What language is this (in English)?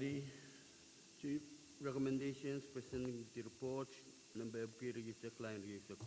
Pohnpeian